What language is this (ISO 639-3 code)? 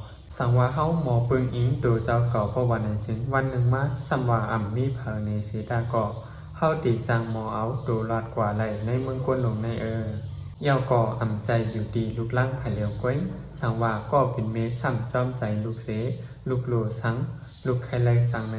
shn